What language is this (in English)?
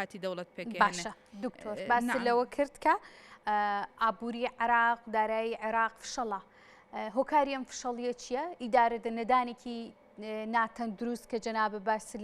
Central Kurdish